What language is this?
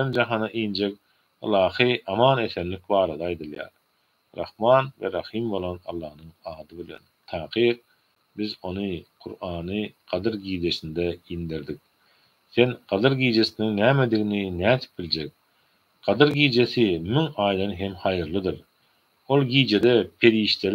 Turkmen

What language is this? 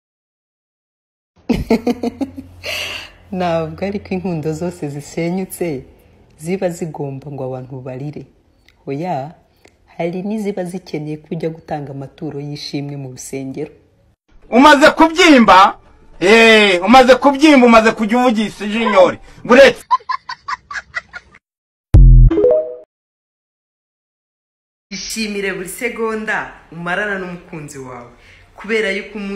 Kinyarwanda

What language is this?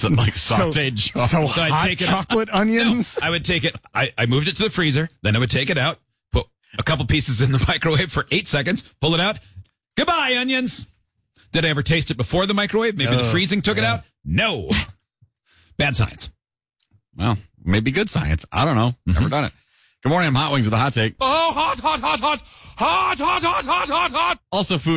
English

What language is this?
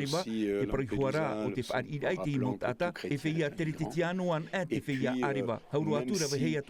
Tahitian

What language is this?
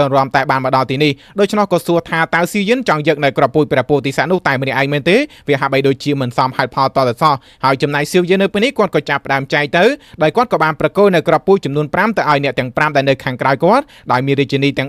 Khmer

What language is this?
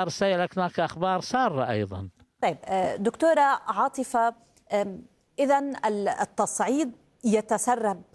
Arabic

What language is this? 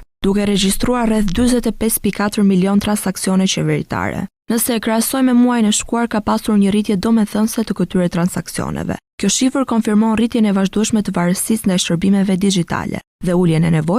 Albanian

